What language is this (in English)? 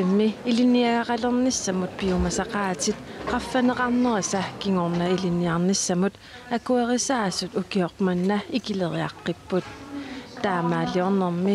Kalaallisut